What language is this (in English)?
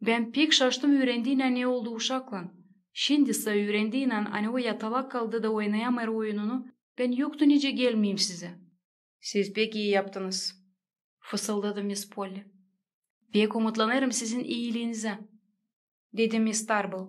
Gagauz